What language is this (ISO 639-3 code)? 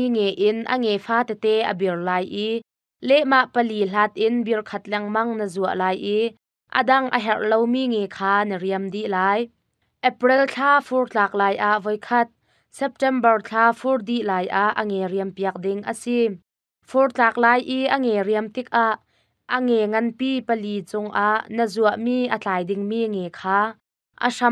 cnh